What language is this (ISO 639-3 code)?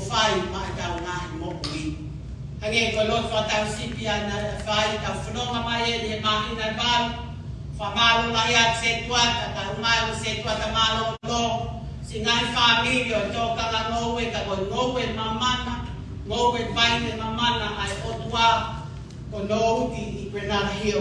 ton